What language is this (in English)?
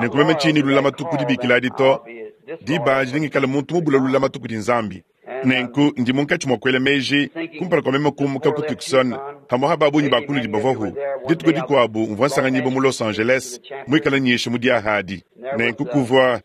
Luba-Lulua